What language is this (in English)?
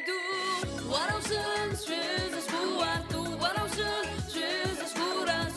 Abkhazian